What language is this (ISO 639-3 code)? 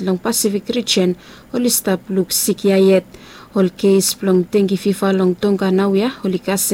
bis